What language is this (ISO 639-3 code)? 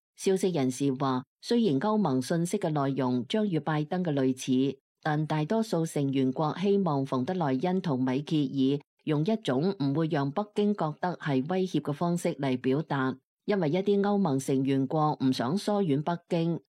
yue